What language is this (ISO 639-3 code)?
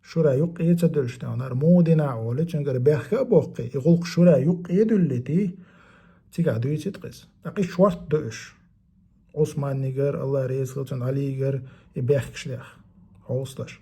che